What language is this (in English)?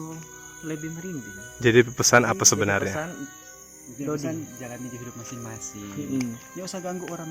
Manado Malay